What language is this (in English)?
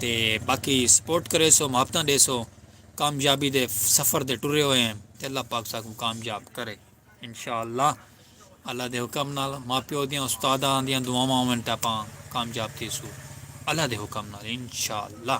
Saraiki